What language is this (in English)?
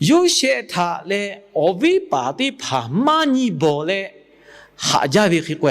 Lahu